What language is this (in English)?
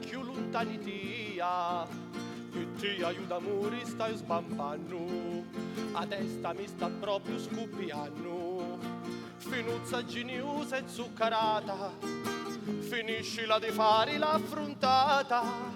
Sicilian